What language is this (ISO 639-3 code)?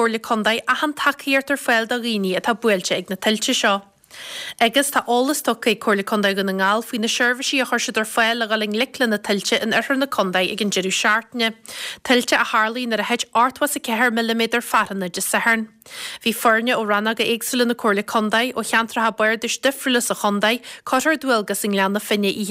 gle